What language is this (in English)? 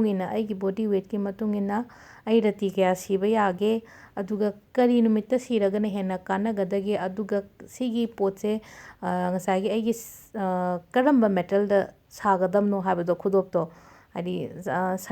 Manipuri